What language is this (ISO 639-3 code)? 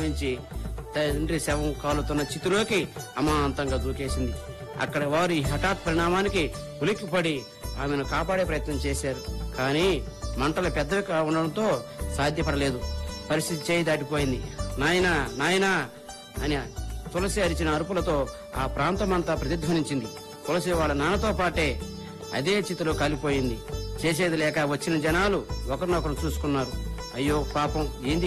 tel